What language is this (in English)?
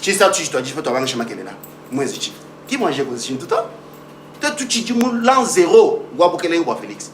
Luba-Lulua